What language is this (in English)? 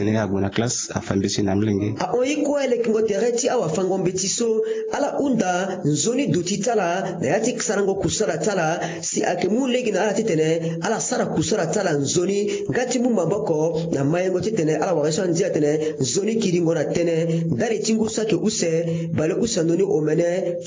Sango